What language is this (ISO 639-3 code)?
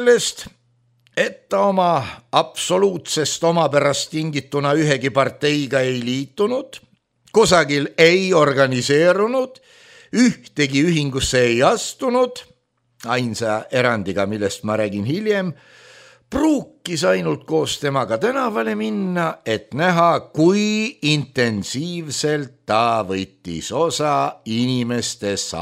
est